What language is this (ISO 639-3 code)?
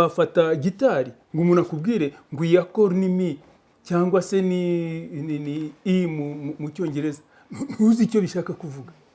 kin